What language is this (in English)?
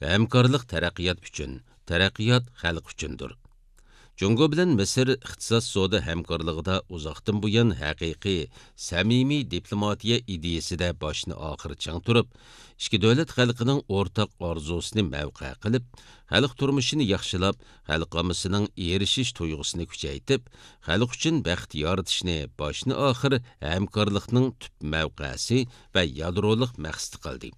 Uyghur